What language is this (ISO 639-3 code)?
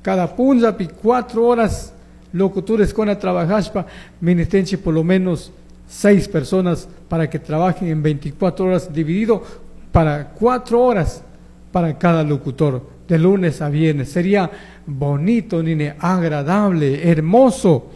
qug